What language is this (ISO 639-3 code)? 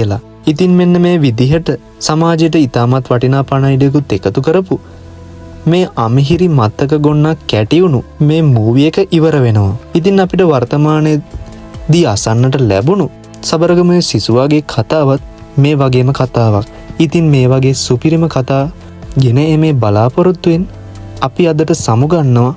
sin